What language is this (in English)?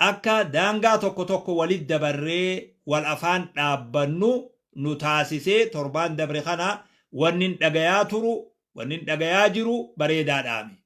Oromo